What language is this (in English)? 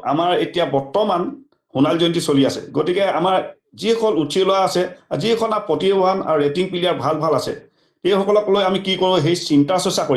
Assamese